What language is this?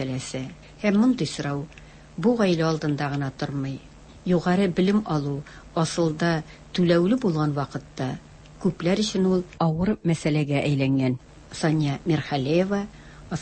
Tatar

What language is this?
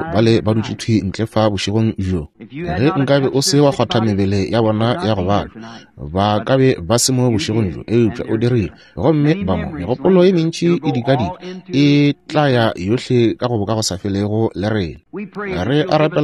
Northern Sotho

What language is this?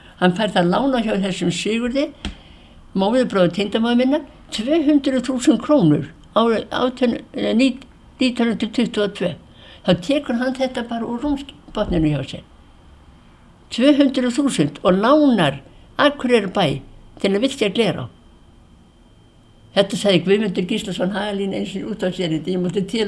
Icelandic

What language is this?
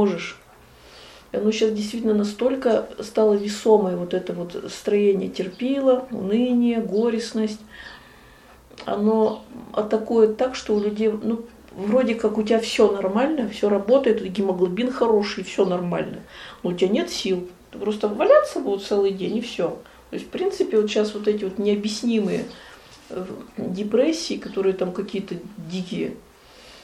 Russian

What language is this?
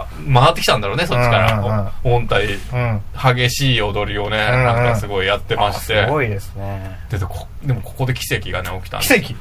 Japanese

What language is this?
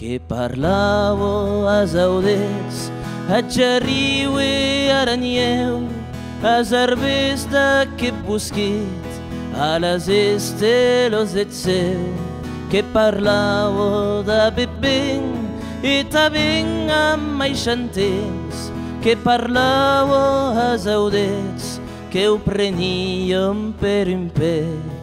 Occitan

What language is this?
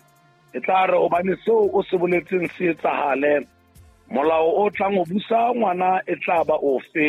Southern Sotho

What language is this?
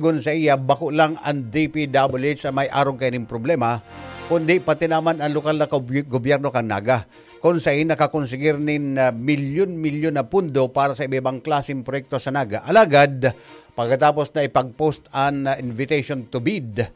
Bikol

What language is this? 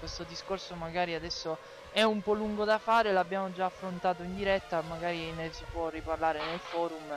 Italian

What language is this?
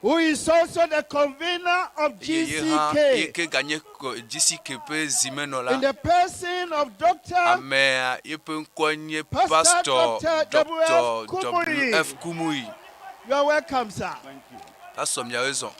Ewe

